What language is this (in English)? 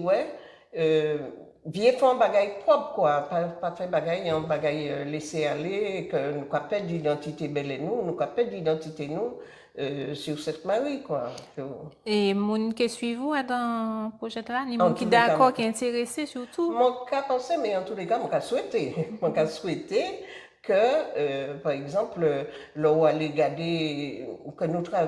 Guadeloupean Creole French